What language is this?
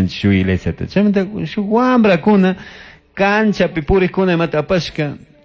Chimborazo Highland Quichua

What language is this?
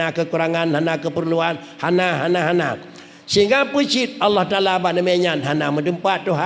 Achinese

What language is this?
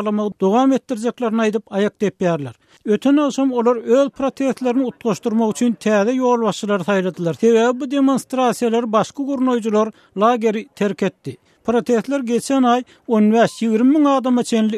Turkmen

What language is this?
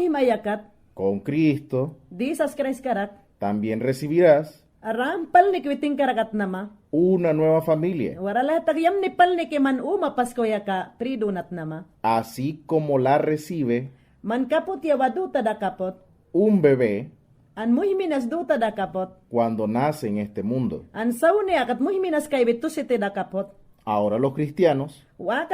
Mayangna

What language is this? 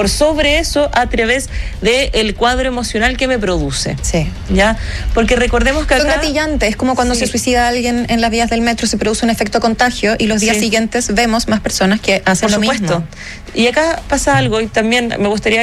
Spanish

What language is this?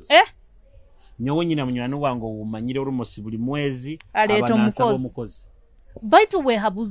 Nyoro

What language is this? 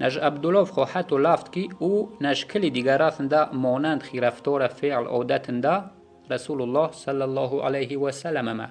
Yazgulyam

